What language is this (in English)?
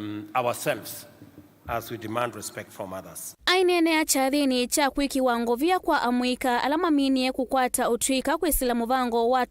Kamba